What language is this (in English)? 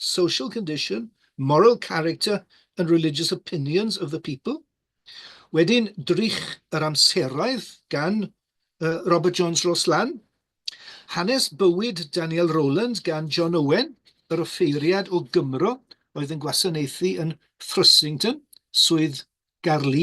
Welsh